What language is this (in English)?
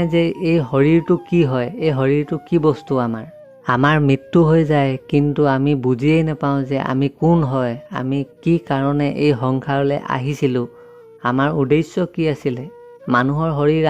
Assamese